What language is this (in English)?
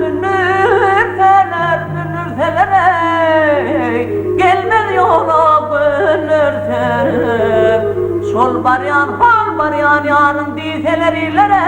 Turkmen